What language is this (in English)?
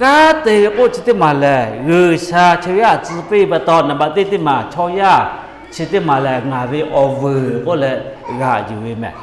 Lahu